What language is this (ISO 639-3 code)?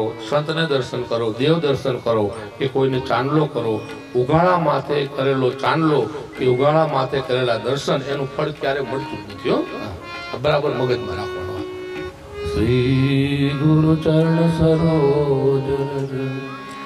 guj